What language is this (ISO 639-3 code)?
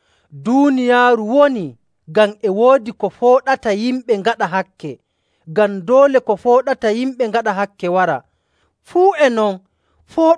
fuv